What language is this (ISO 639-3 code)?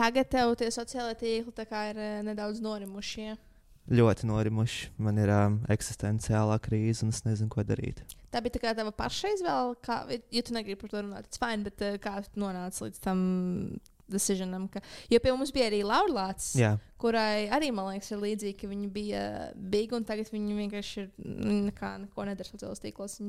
lav